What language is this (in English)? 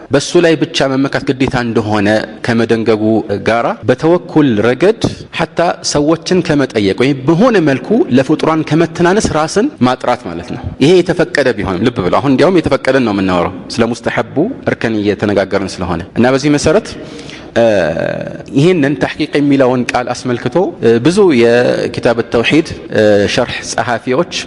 Amharic